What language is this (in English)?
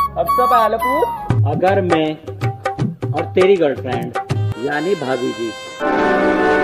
Hindi